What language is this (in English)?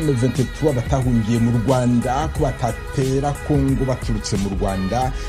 Kinyarwanda